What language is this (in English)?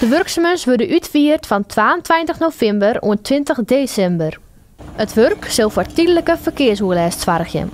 Western Frisian